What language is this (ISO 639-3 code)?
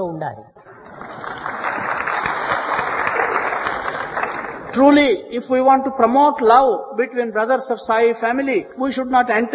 tel